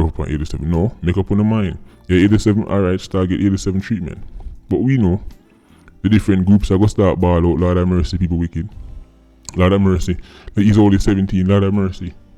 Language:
Jamaican Creole English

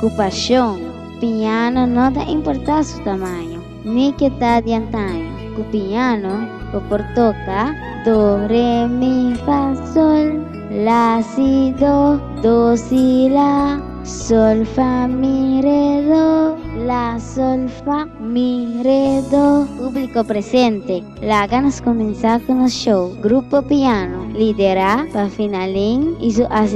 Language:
Papiamento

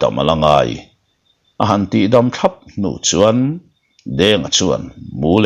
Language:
Mizo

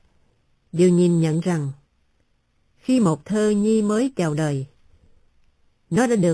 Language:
Vietnamese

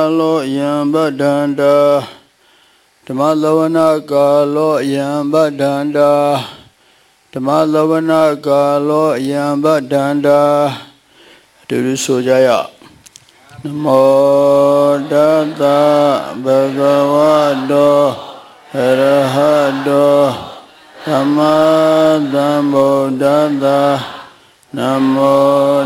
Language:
Burmese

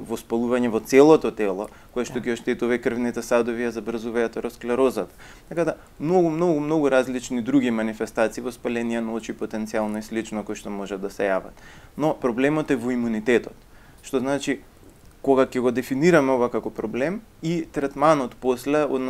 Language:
Macedonian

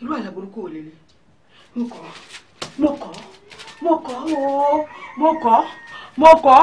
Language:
Yoruba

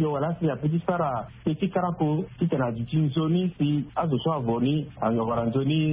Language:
Sango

